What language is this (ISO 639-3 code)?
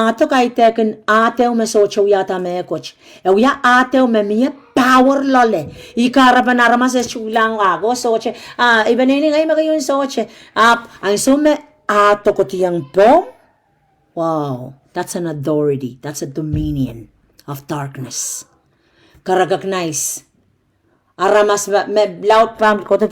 pon